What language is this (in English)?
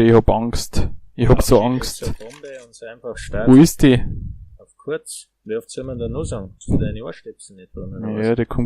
Bavarian